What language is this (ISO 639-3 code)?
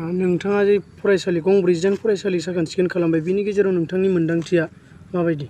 brx